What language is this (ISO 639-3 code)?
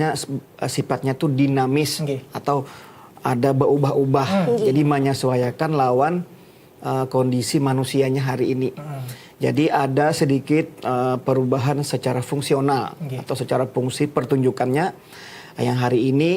bjn